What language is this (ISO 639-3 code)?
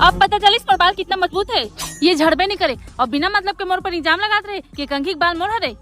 hne